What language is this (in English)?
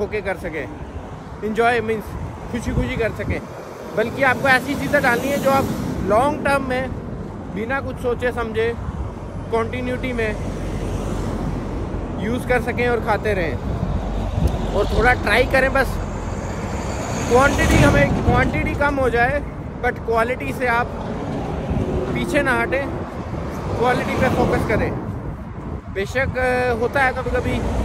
Hindi